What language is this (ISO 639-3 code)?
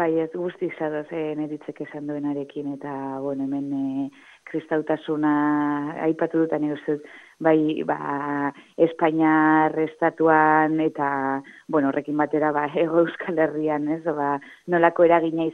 eus